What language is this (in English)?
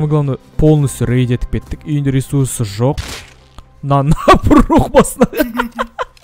Kazakh